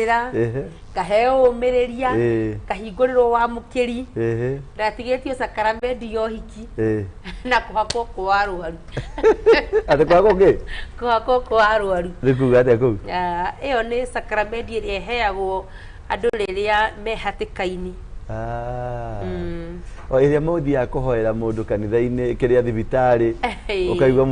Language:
Kikuyu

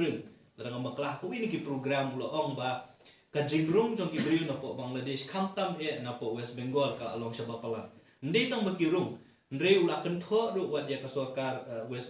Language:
Khasi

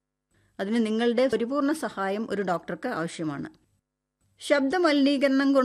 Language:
Malayalam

